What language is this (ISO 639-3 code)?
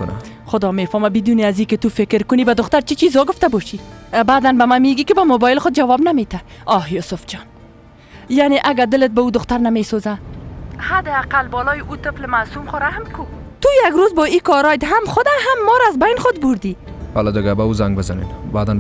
fas